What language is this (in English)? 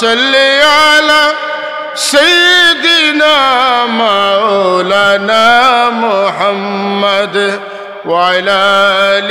Sylheti